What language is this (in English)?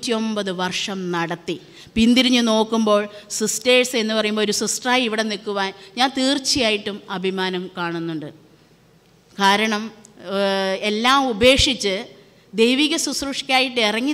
Malayalam